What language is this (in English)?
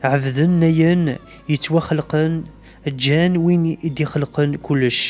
Kabyle